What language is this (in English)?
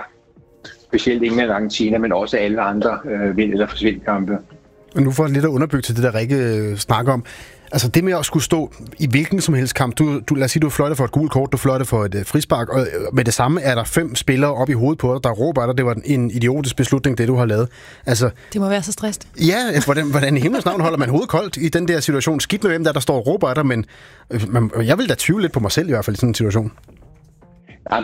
Danish